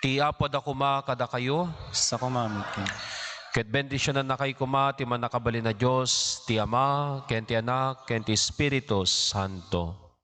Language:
Iloko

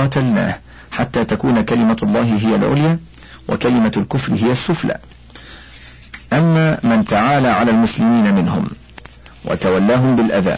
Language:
Arabic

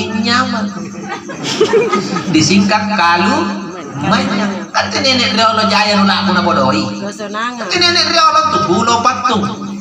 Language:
Makasar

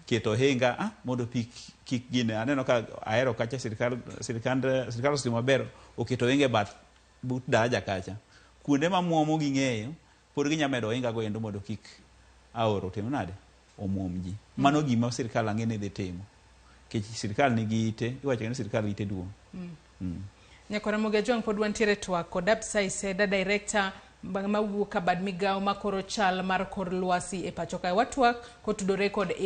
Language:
Luo (Kenya and Tanzania)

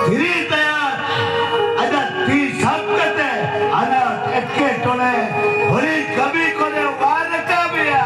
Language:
Santali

